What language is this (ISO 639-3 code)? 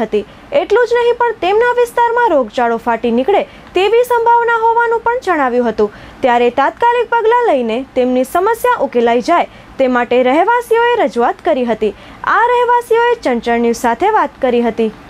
guj